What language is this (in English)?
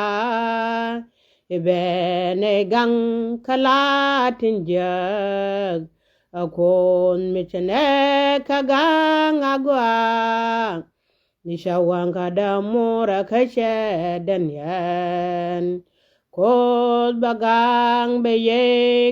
Nuer